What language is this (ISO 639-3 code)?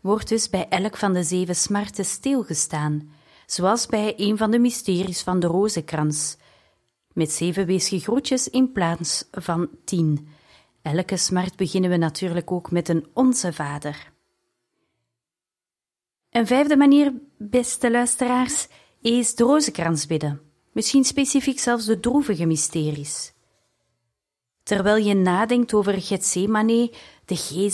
nld